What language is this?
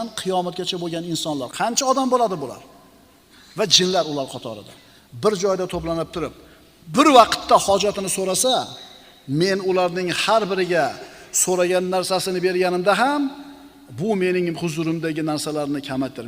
Uzbek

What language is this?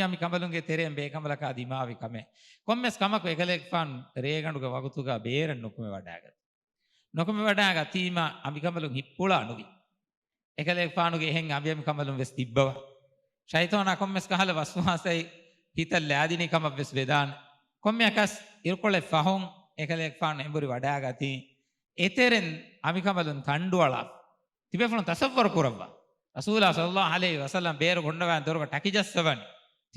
Divehi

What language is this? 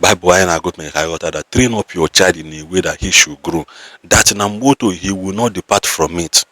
Igbo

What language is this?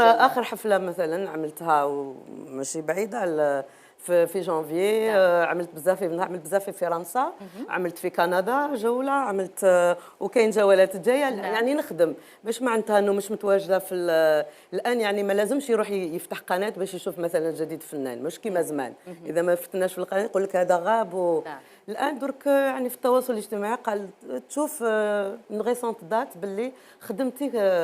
Algerian Arabic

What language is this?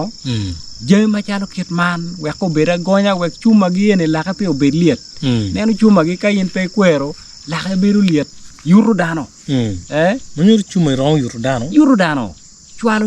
Acoli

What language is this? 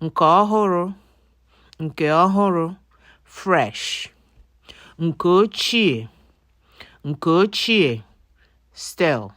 Igbo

